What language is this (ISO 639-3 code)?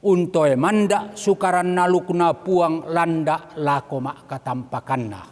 sda